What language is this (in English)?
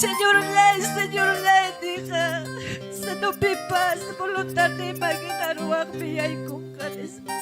Ayacucho Quechua